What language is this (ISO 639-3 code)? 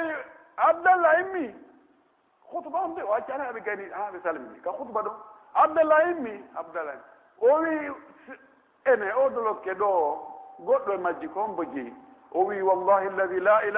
fuf